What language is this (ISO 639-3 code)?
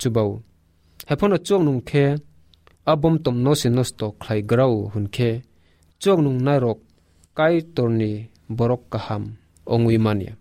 trp